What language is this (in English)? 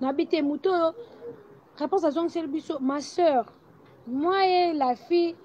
Lingala